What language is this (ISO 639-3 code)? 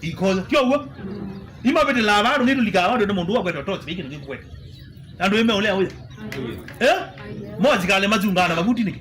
kam